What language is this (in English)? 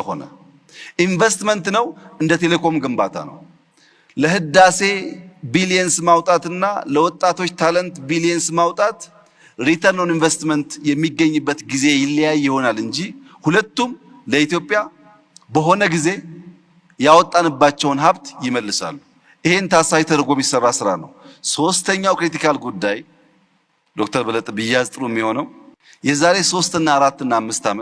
Amharic